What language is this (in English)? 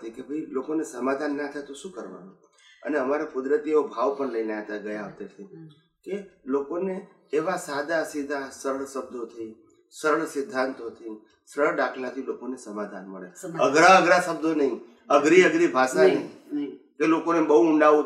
Gujarati